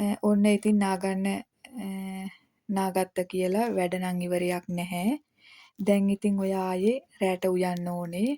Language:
Sinhala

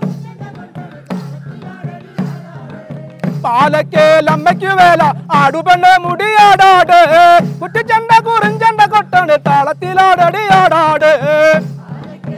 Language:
Malayalam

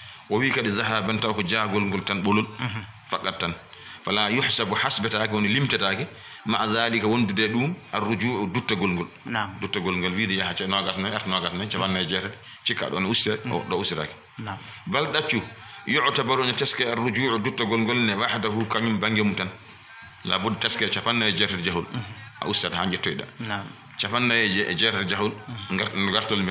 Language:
Fula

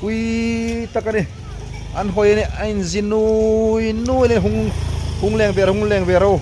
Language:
Hmar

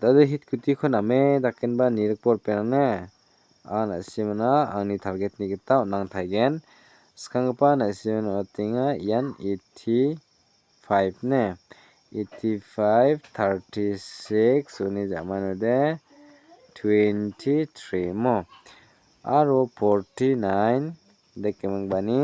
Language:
Garo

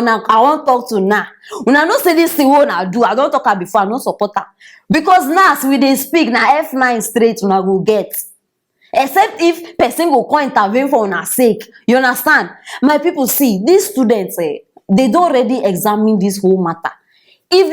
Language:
Nigerian Pidgin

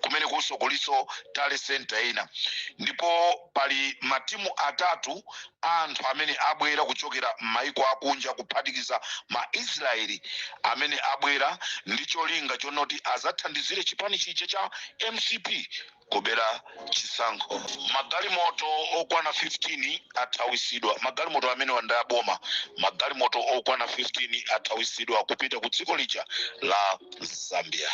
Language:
Nyanja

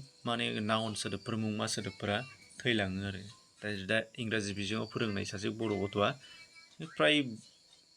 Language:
Bodo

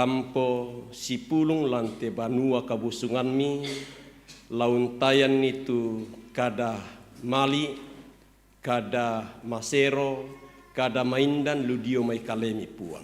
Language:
Toraja-Sa'dan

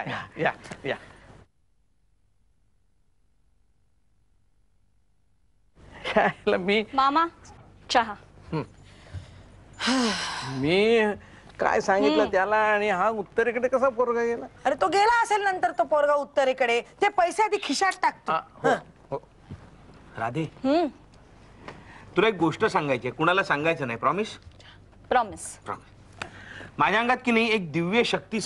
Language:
Marathi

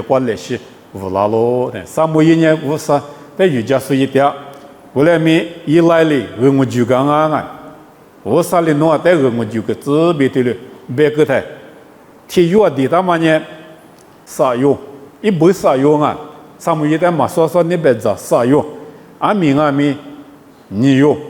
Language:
Lisu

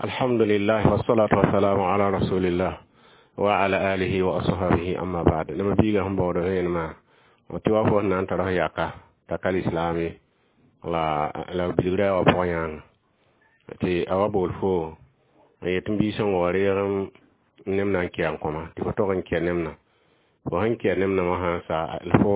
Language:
Mossi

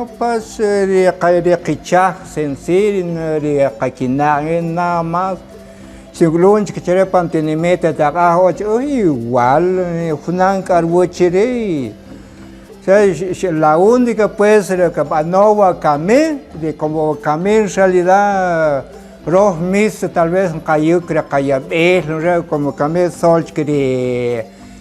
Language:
Kaqchikel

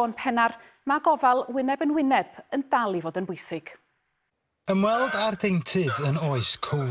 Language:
Welsh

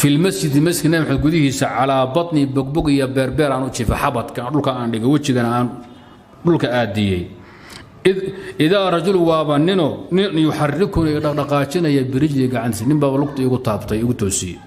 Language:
Somali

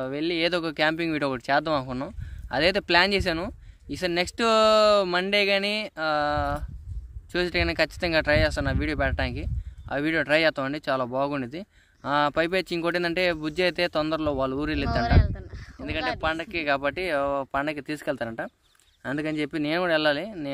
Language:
Telugu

